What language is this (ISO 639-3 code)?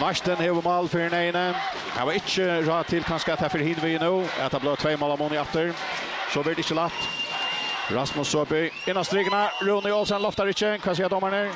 fao